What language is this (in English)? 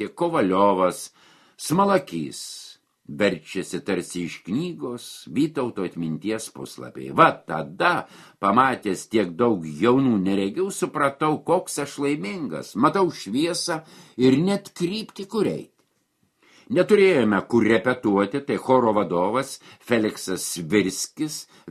Lithuanian